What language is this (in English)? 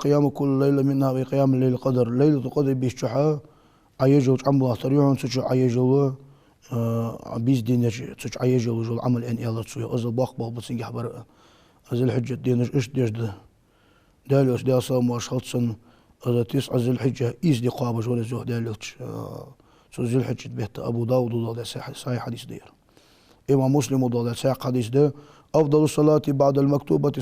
Ingush